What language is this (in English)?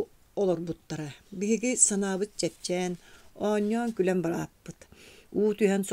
Yakut